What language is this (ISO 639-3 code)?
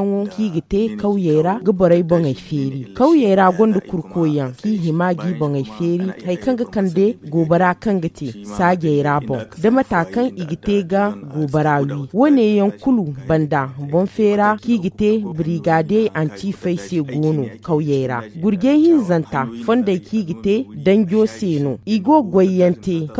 dje